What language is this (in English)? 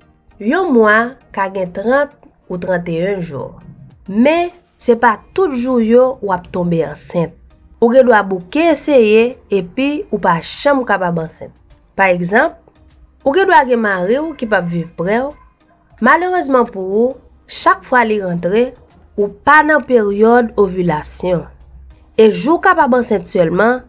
Haitian Creole